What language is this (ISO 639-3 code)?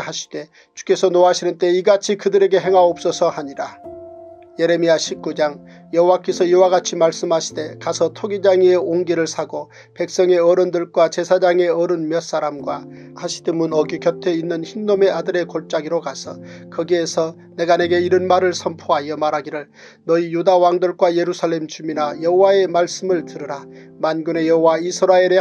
kor